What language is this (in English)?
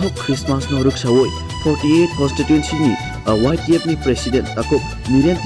Kok Borok